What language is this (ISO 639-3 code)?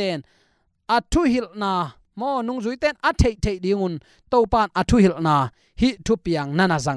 ctd